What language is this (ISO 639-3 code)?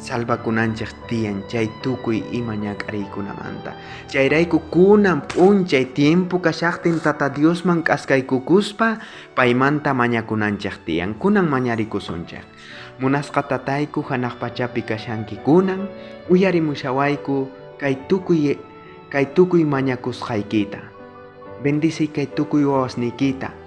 quh